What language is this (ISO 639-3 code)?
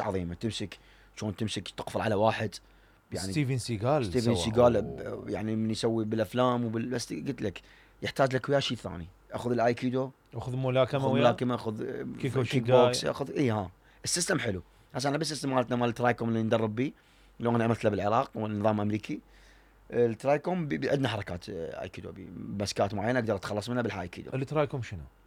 acm